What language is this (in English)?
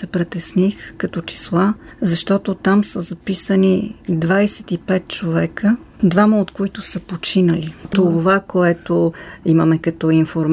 Bulgarian